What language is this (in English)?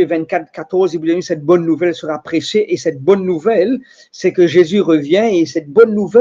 Morisyen